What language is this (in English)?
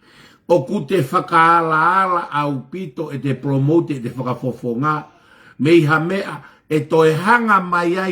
Tongan